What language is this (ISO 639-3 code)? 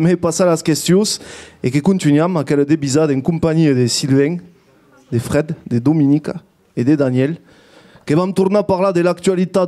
oci